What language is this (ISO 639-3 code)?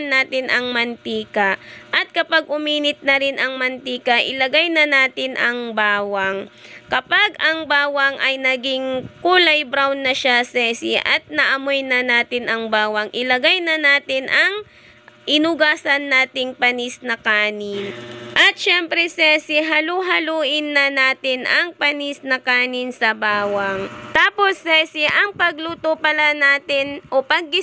fil